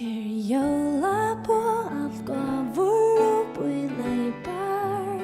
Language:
Faroese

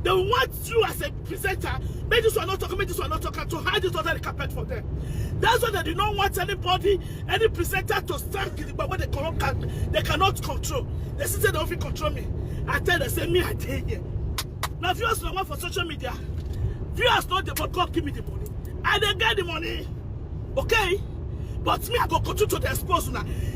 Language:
Nigerian Pidgin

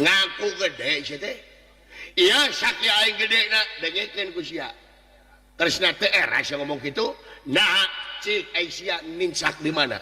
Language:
Sundanese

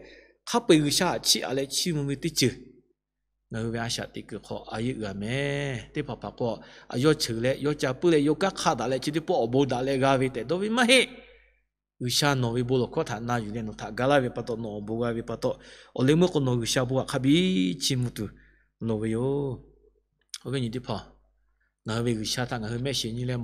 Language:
Lahu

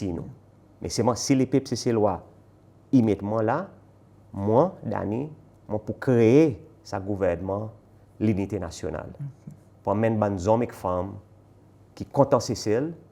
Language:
Seselwa Creole French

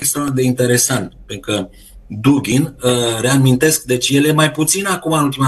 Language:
Romanian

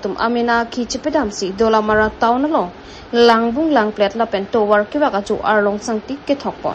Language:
Karbi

